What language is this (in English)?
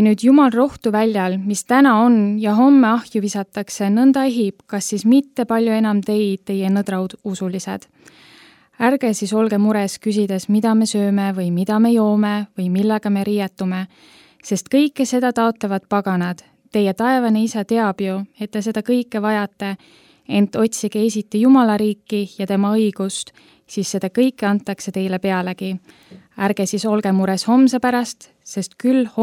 Estonian